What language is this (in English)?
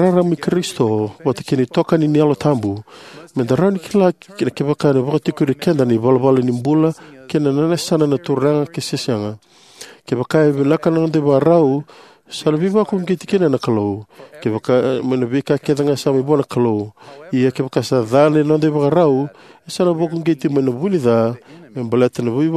Fijian